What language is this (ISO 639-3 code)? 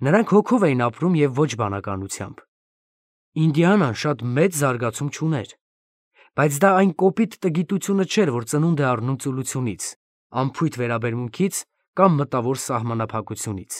hye